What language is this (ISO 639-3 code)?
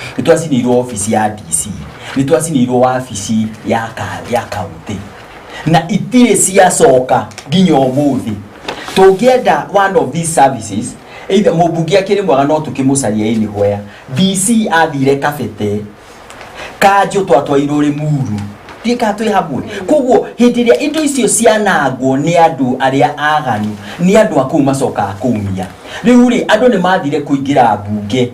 kik